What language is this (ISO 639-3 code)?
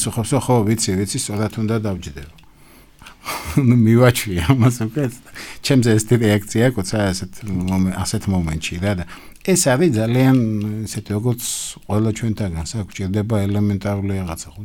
kat